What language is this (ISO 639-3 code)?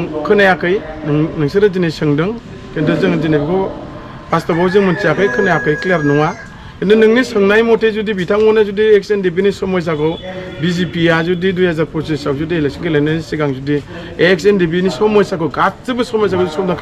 brx